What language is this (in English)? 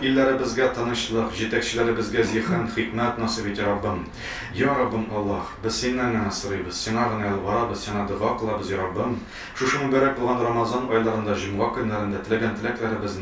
Tatar